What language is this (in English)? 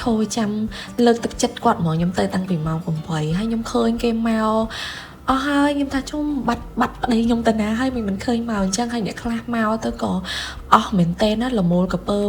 Khmer